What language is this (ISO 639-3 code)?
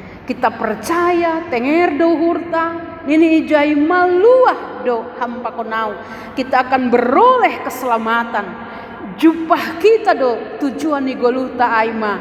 bts